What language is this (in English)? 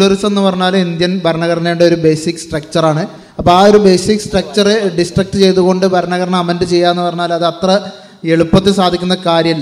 Malayalam